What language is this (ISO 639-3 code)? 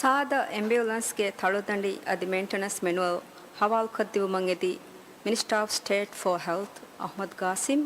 div